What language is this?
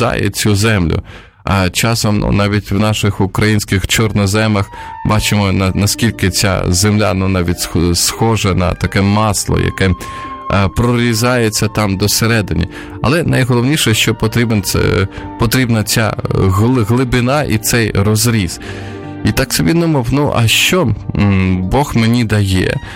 Ukrainian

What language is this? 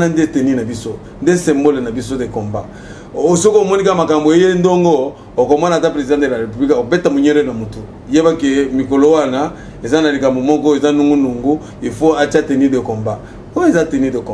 Lingala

